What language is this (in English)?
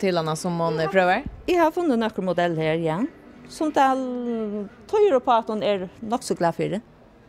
Faroese